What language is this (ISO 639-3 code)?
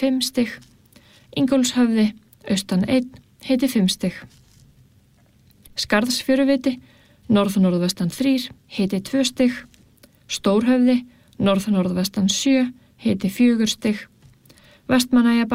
isl